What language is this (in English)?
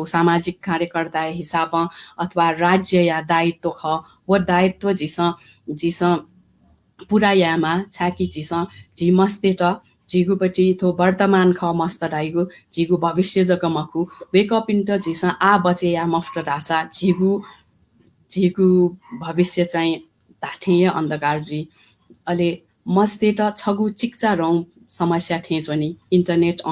Newari